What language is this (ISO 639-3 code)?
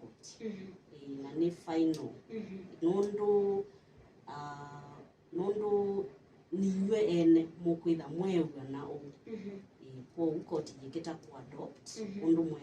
kam